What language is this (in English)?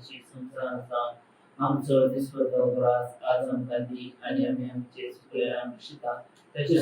Konkani